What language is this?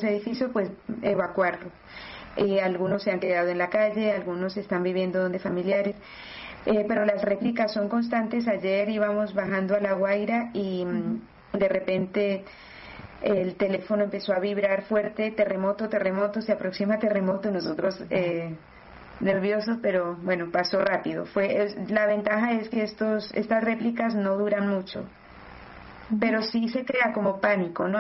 Spanish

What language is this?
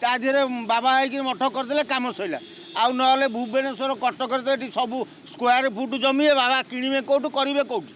Odia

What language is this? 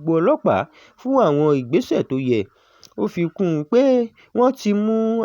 Yoruba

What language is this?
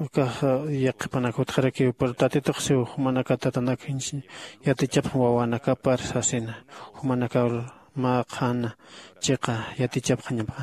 Aymara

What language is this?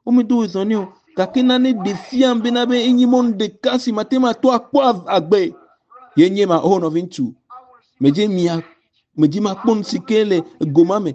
Ewe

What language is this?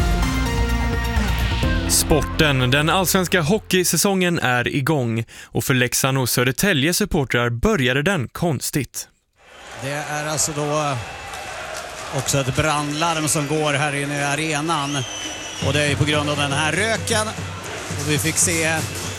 Swedish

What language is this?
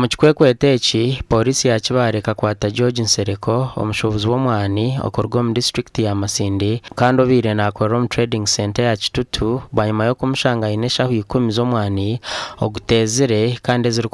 Nyankole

